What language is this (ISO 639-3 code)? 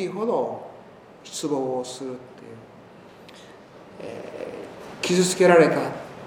jpn